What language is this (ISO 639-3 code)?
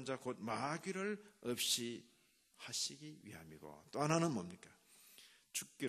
kor